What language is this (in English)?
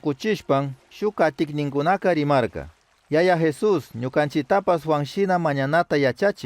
Chimborazo Highland Quichua